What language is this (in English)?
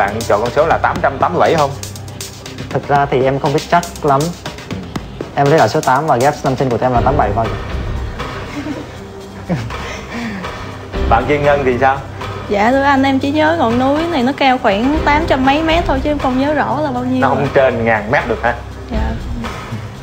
Vietnamese